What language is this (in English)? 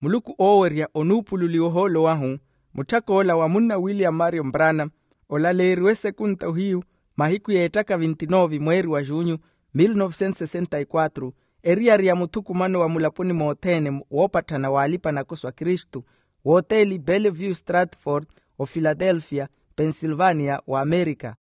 Makhuwa